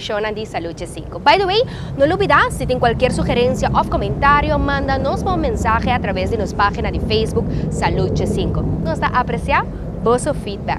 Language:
Papiamento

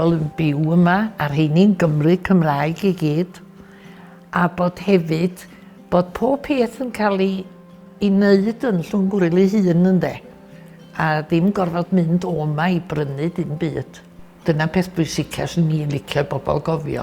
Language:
Welsh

